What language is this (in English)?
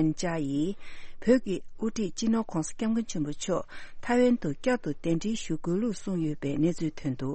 Tibetan